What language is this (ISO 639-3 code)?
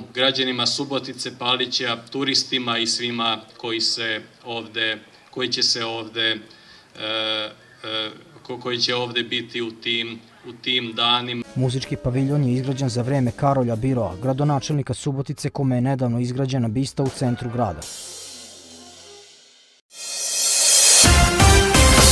srp